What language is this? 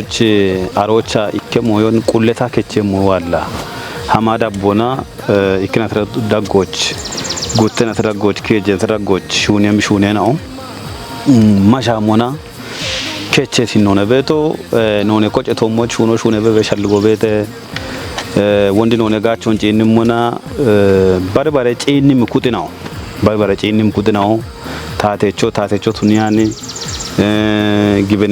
Kafa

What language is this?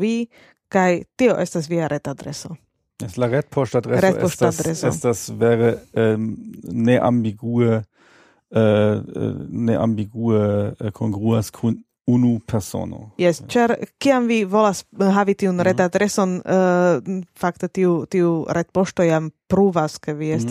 Esperanto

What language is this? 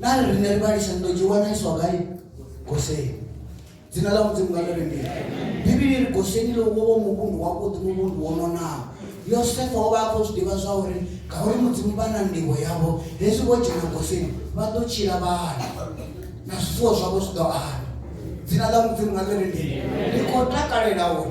Venda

